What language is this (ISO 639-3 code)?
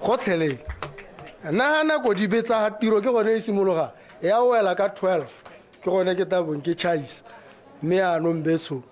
tsn